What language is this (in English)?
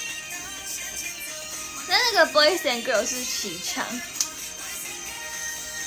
Chinese